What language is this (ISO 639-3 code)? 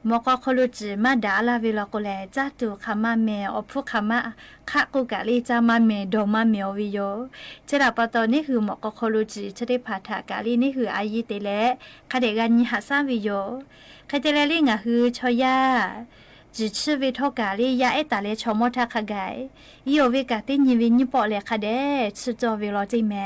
lhu